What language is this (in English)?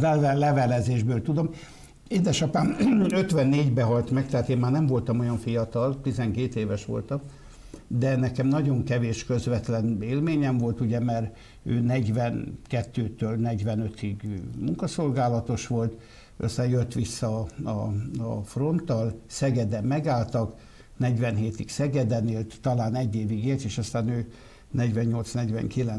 Hungarian